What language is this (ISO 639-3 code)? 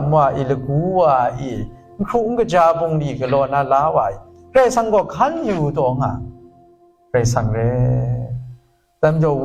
kac